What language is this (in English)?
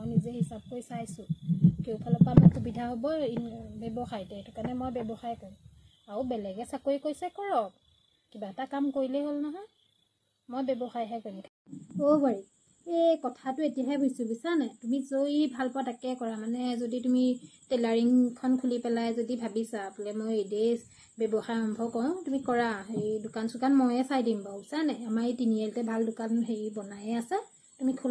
Assamese